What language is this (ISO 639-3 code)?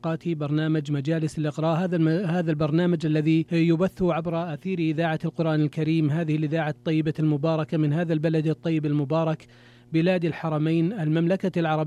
ara